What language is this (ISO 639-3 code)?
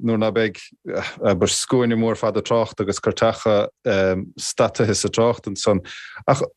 gle